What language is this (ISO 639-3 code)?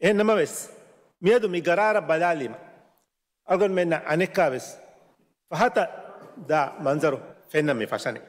div